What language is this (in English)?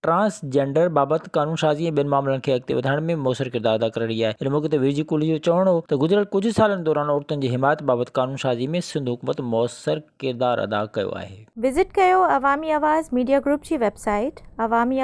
Sindhi